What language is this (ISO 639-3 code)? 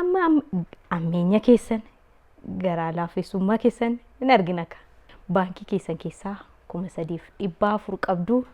orm